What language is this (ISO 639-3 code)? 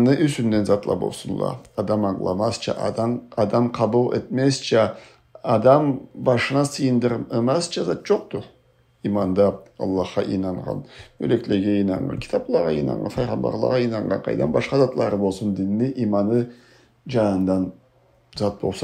krc